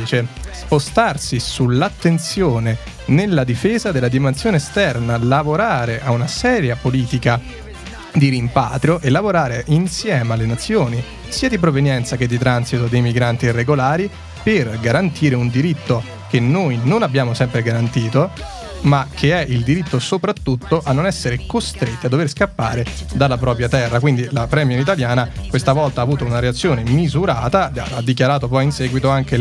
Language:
Italian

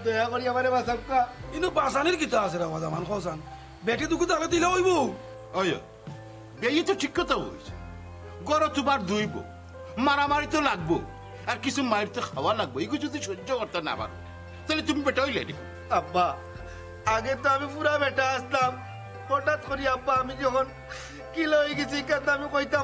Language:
Sylheti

